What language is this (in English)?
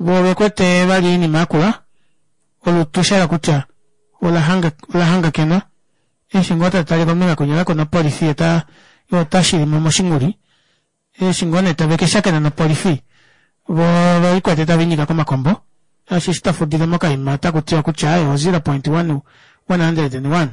Kuanyama